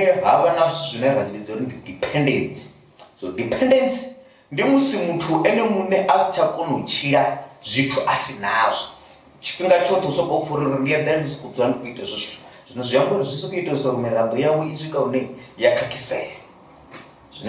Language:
Venda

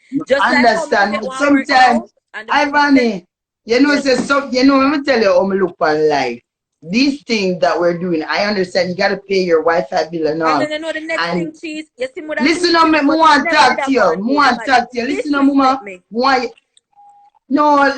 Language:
Jamaican Creole English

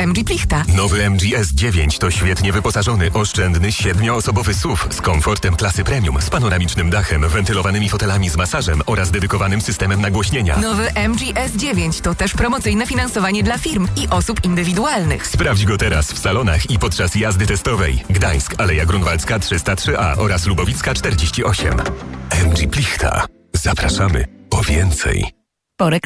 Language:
Polish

